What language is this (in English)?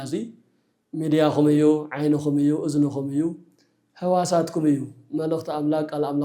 Tigrinya